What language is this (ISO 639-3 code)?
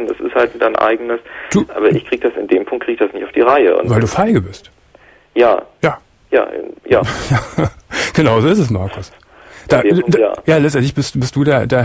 deu